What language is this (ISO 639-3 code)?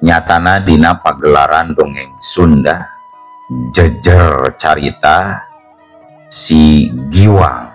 sun